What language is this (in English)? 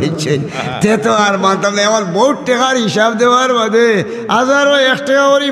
Sylheti